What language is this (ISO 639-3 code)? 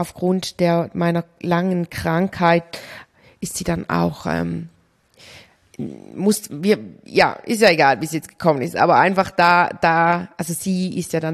deu